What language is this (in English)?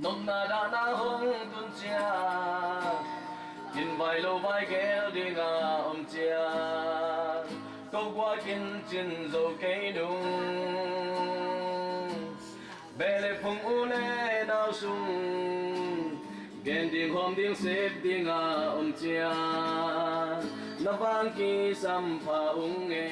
Tedim Chin